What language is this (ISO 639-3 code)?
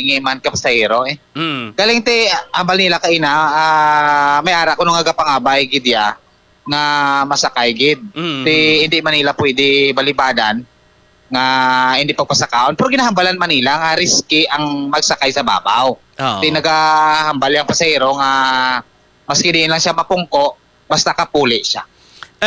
hil